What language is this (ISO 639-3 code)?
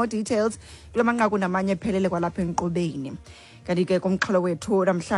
xho